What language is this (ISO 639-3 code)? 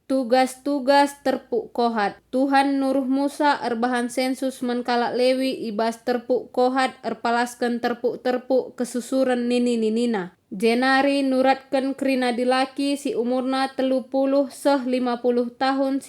btx